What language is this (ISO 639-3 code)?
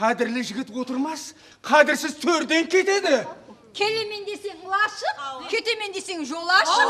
kaa